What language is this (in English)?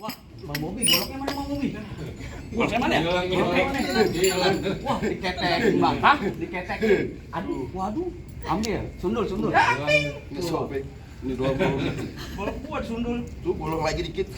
Betawi